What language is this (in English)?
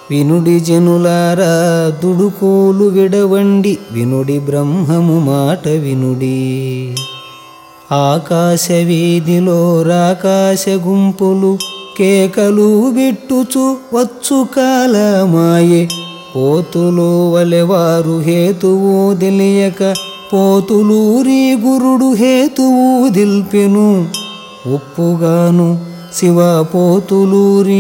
Telugu